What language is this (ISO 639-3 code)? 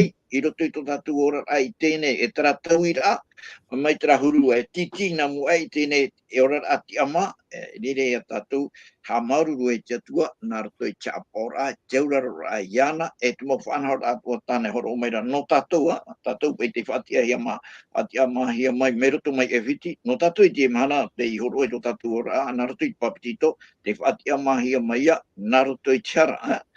tah